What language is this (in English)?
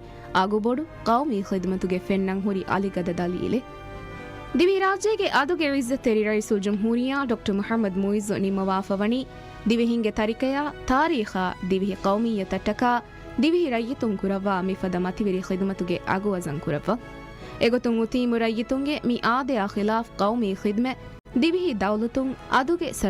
Divehi